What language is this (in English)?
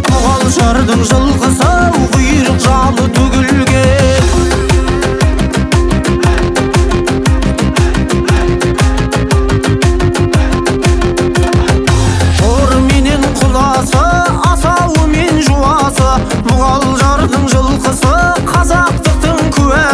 Kazakh